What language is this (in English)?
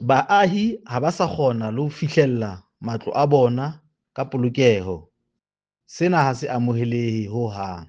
Southern Sotho